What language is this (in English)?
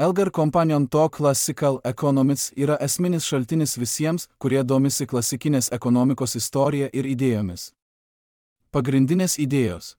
Lithuanian